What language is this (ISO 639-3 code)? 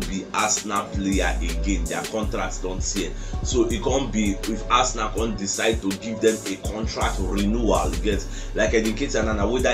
pcm